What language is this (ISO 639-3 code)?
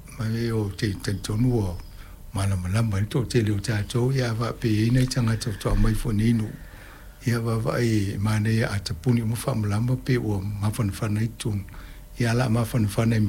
smo